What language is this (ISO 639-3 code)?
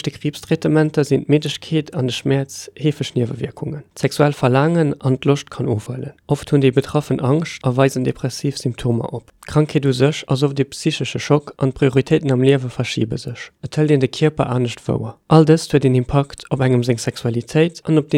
ltz